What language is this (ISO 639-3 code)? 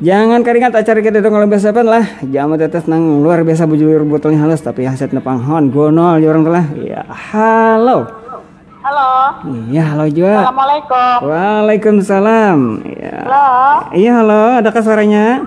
bjn